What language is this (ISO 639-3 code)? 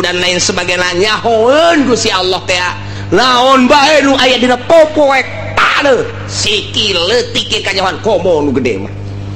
sun